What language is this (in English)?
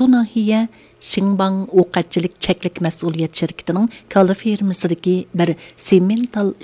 Uyghur